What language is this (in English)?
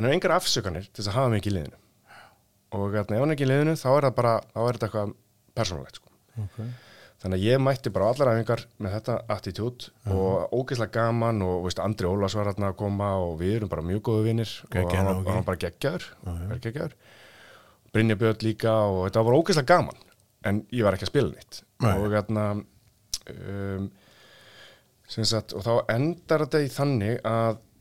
Icelandic